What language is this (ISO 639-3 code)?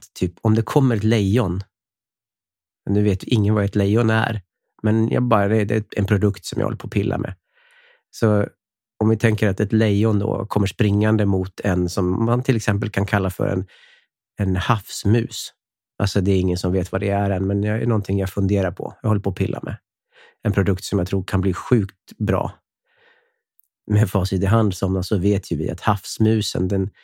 swe